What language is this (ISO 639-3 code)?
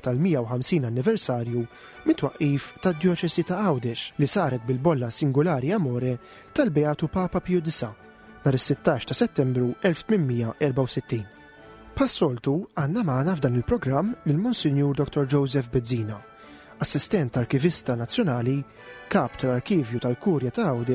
mlt